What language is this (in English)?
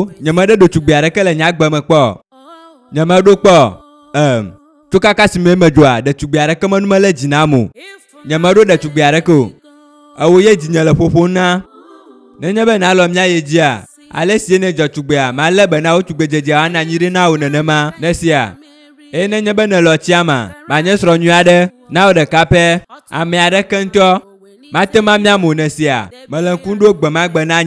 Ewe